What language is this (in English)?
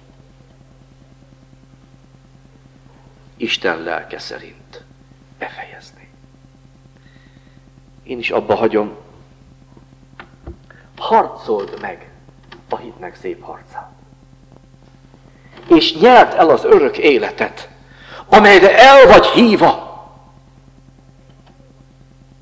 Hungarian